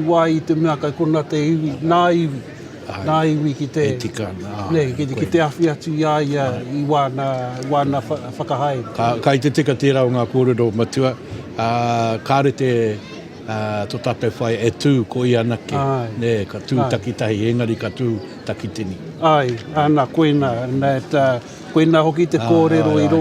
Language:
Māori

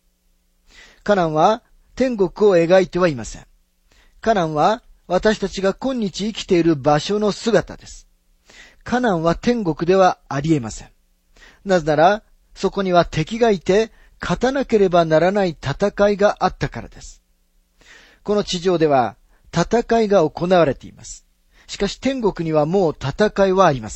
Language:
Japanese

